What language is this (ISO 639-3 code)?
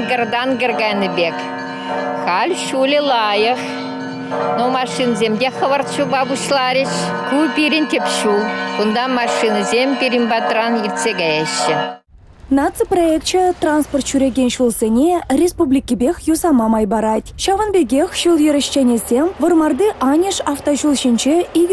chv